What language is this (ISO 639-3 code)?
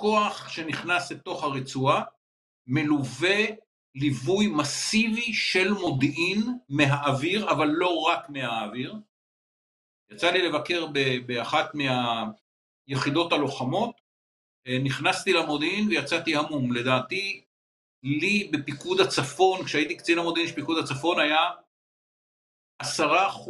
heb